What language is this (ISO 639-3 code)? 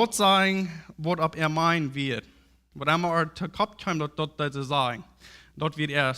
pdt